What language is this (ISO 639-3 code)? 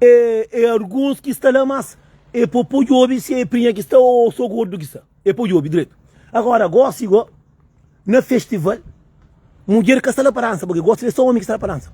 kea